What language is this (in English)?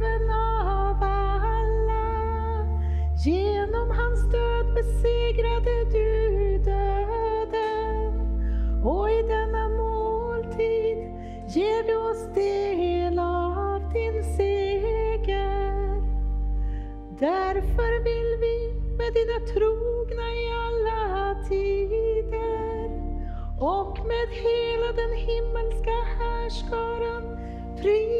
Swedish